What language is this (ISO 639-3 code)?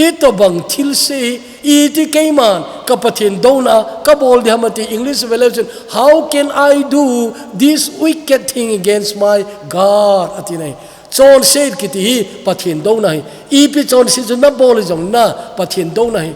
tcz